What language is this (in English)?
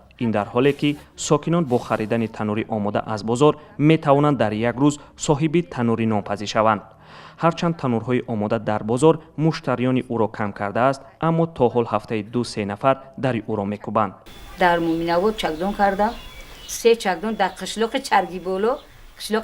Tajik